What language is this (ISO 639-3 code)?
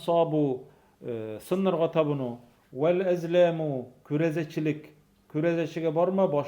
tat